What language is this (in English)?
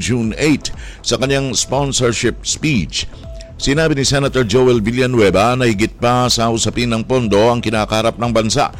Filipino